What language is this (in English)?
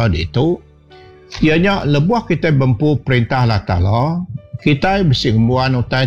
Iban